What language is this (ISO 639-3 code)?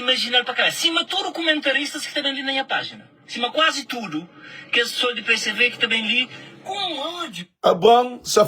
kea